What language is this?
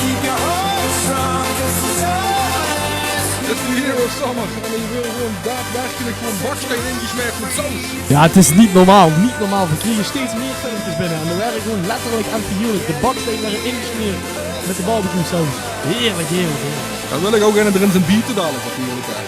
Limburgish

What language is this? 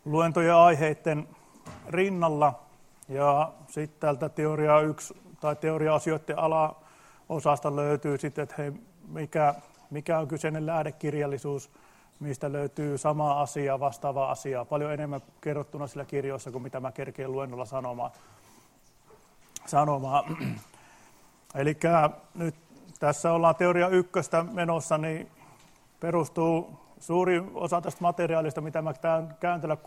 Finnish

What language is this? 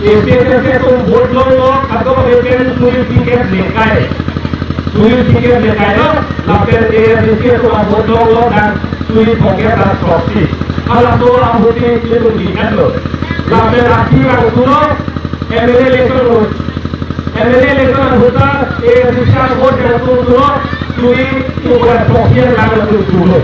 Karbi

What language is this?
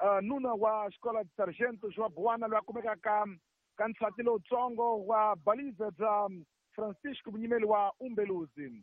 Tsonga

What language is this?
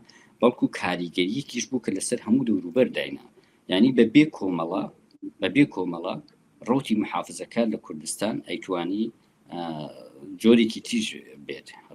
Central Kurdish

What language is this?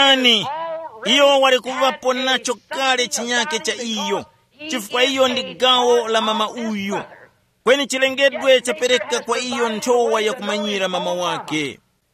Tumbuka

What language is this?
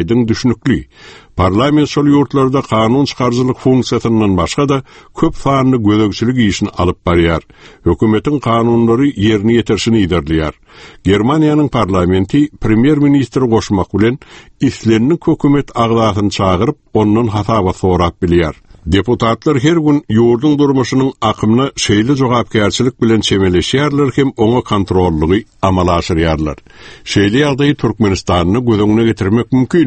Turkmen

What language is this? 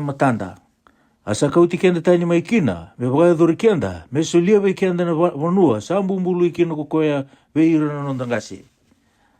Fijian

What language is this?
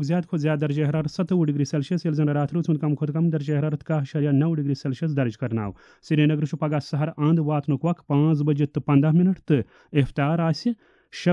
Kashmiri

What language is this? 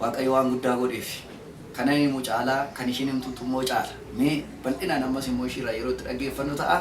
Oromo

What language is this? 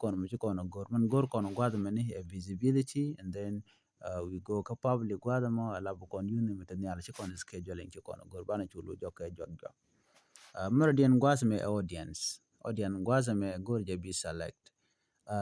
Nuer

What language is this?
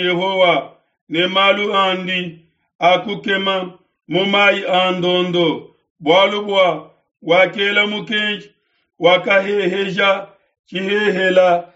Luba-Lulua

